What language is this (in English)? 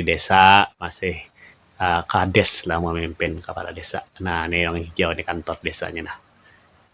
Banjar